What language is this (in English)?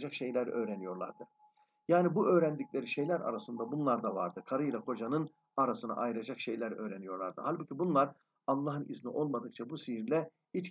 Turkish